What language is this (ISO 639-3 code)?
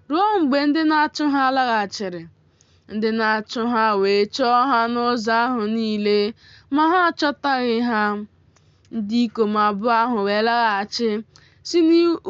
ibo